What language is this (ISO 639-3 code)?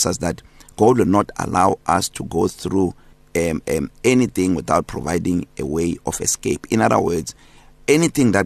eng